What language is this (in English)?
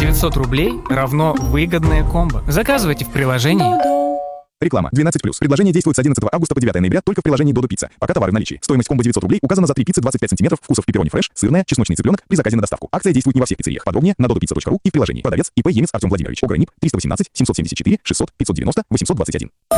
Russian